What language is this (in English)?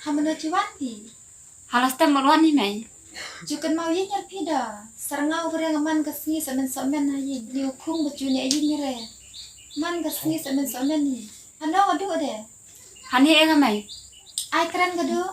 Khasi